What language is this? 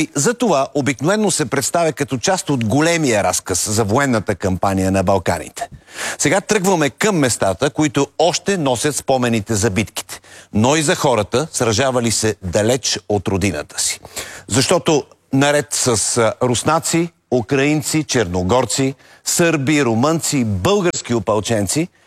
Bulgarian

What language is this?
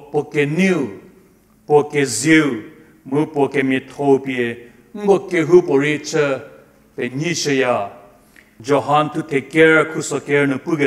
Angami Naga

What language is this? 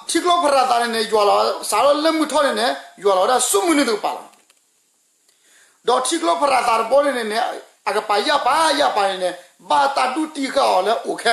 S'gaw Karen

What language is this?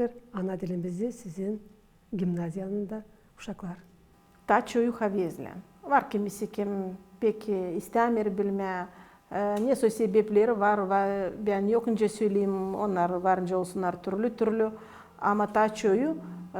Gagauz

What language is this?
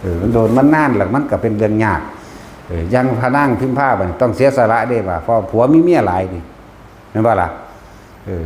Northeastern Thai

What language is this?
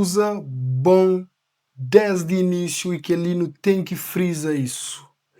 Kabuverdianu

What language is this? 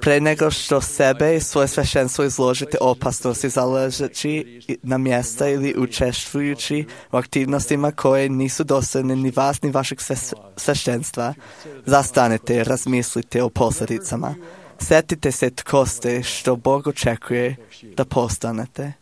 Serbian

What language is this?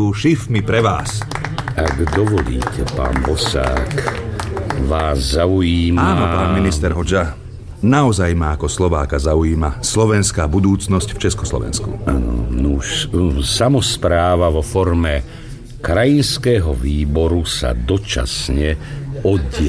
Slovak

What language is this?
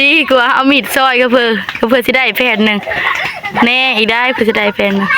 Northeastern Thai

